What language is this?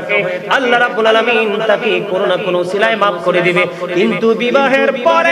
Bangla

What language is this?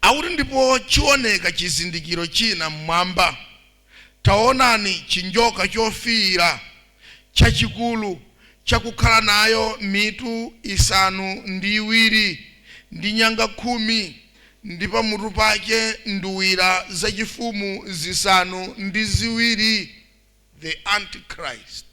Nyanja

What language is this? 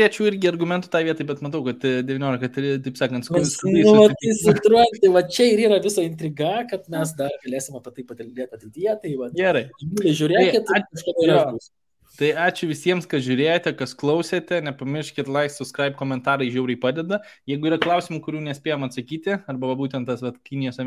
Lithuanian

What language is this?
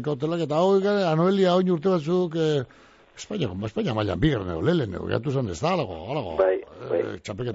Basque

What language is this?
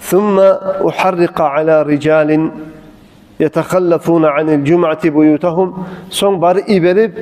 Kumyk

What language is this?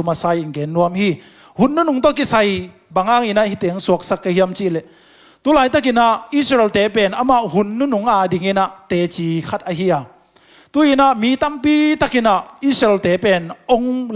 Tedim Chin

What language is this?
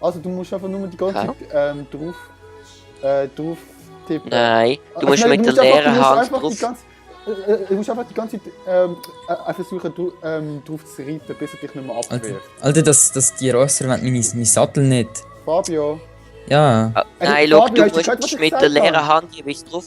Swiss German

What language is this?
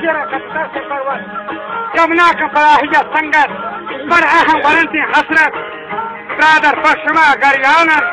Baluchi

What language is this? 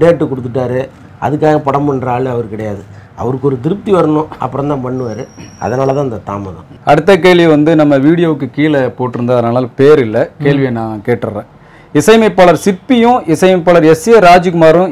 Tamil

